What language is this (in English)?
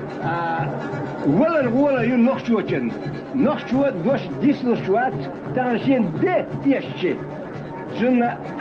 Chechen